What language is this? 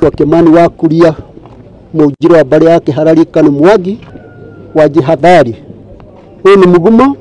Kikuyu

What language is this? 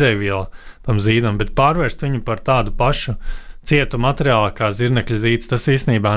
Latvian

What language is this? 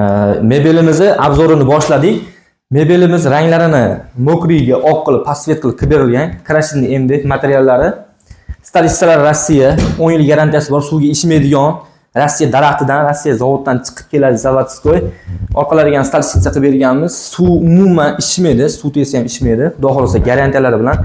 Uzbek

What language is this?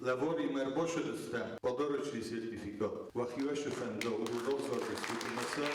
Ossetic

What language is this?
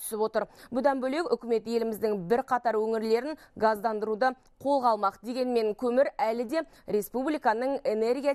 Kazakh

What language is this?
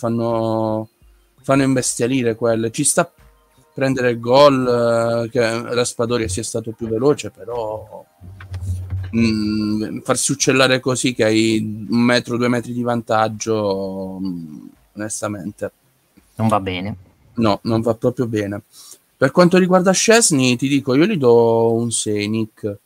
Italian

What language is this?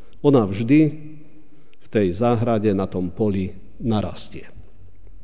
Slovak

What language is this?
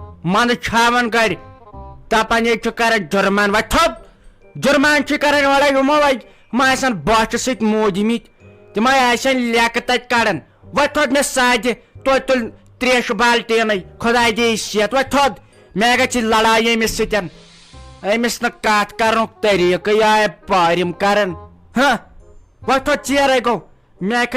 Kashmiri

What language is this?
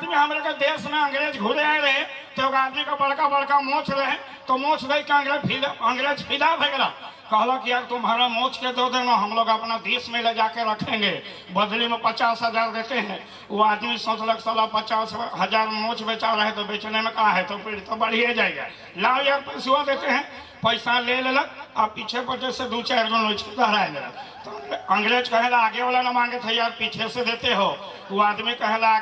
Sadri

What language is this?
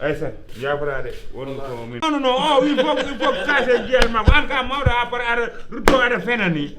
Fula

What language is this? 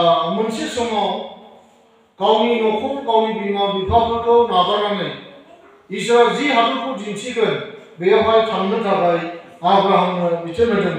Bodo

